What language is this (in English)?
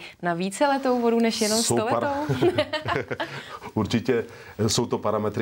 Czech